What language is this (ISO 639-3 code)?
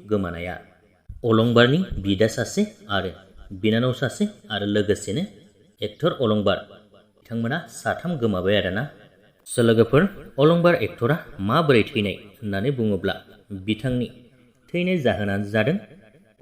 brx